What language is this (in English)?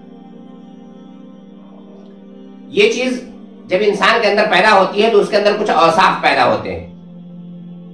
Urdu